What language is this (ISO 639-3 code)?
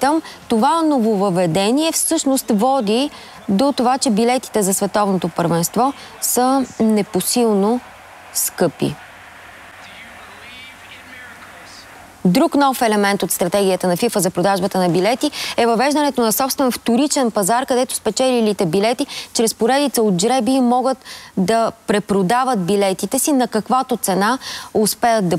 bul